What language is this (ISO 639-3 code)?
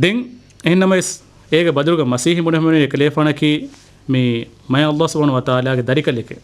div